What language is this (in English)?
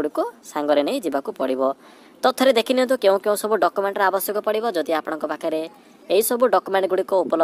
Odia